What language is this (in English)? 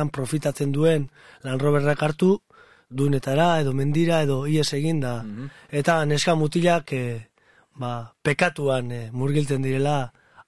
Basque